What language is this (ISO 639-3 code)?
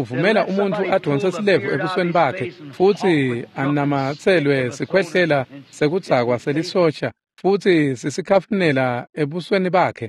ssw